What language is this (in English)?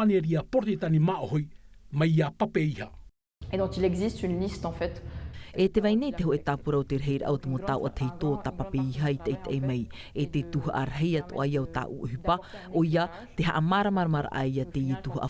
Tahitian